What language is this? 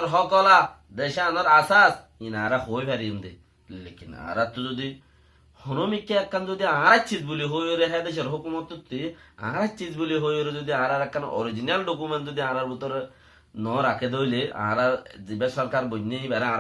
Rohingya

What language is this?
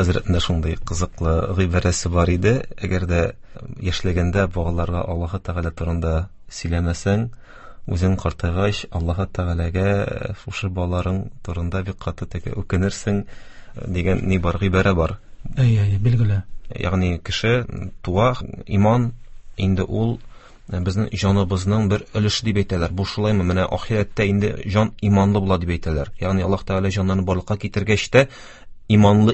Tatar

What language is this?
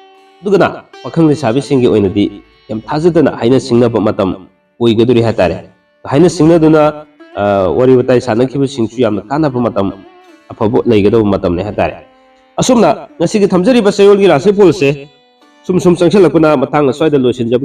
Manipuri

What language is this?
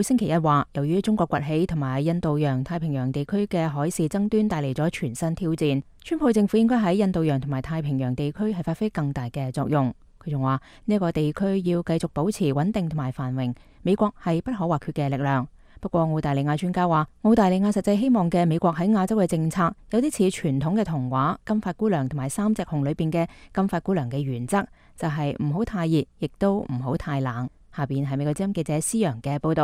Cantonese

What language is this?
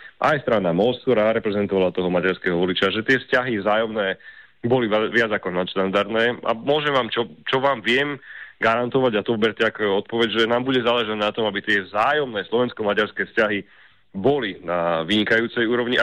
Slovak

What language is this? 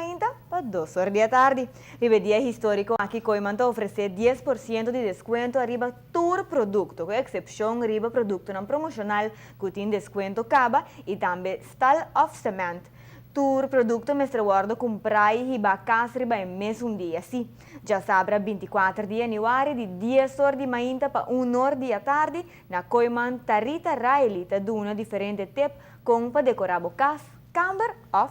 Papiamento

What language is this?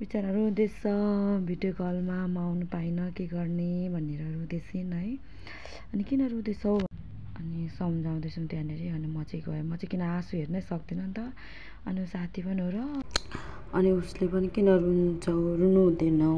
Nepali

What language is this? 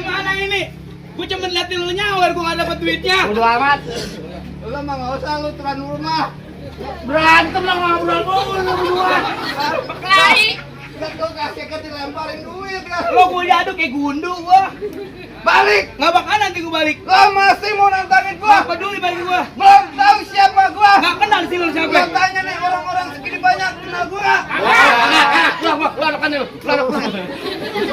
Betawi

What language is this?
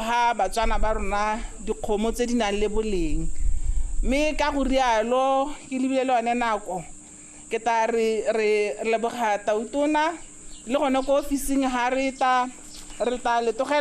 Tswana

